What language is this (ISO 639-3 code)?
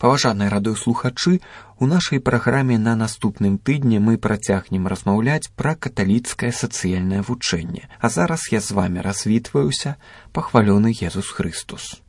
bel